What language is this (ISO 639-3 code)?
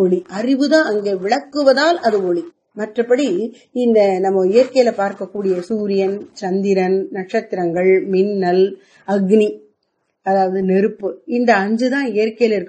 tam